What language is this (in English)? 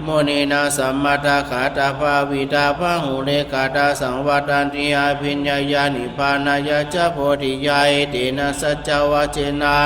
Pali